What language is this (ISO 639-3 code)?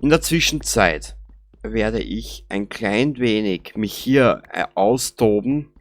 bar